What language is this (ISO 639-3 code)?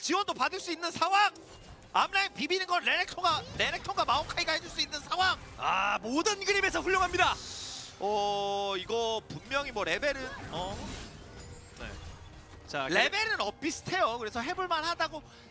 kor